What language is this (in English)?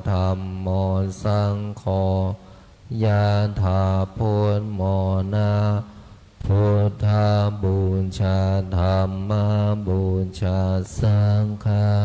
Pali